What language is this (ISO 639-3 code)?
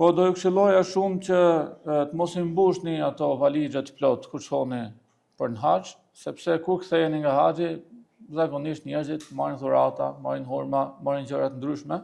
sqi